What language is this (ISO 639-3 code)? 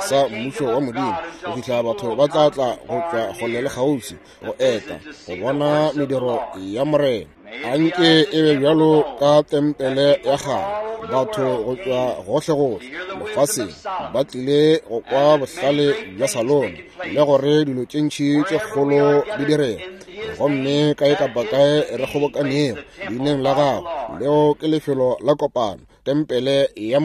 nso